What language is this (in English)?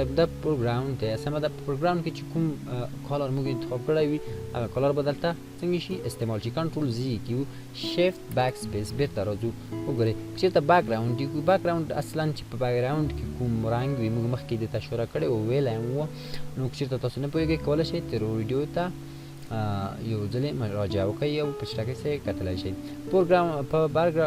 Pashto